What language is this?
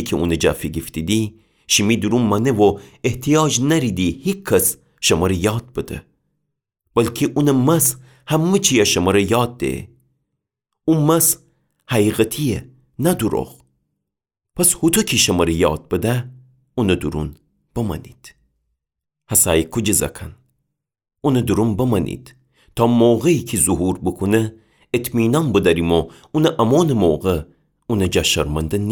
Gilaki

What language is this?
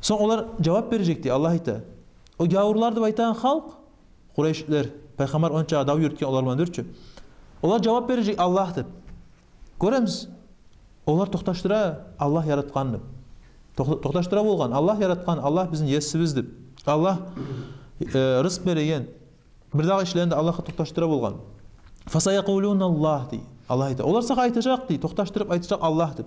Kumyk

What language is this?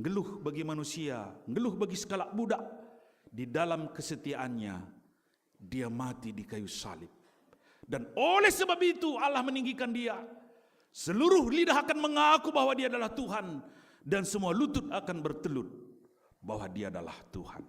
Batak Karo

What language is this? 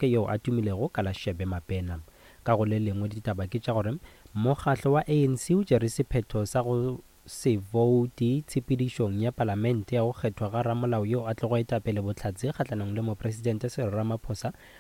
Northern Sotho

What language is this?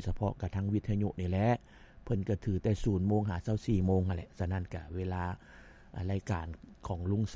Lao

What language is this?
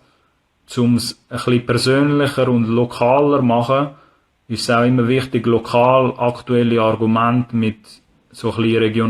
Swiss German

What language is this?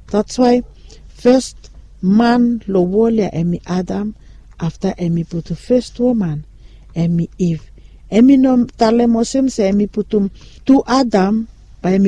Bislama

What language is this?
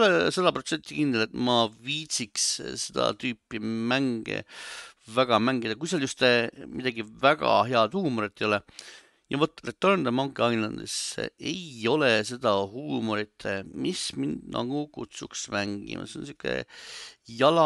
Estonian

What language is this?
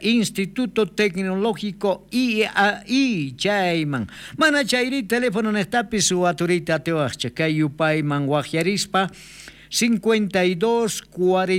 South Bolivian Quechua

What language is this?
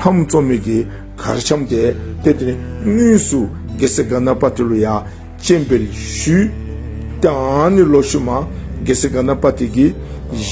Dzongkha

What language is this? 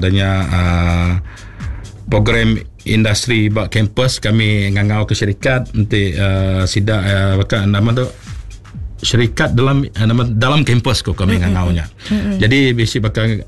Iban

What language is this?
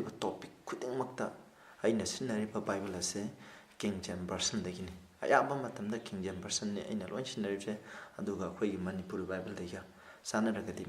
Manipuri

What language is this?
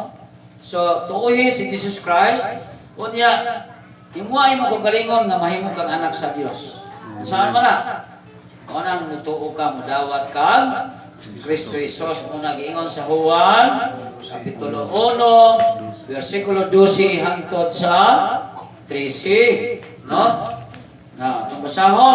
Cebuano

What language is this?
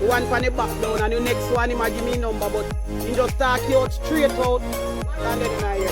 Jamaican Creole English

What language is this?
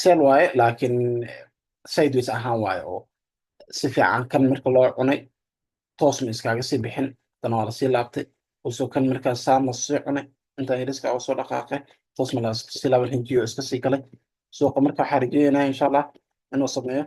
Somali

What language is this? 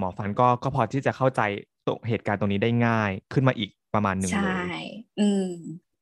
Thai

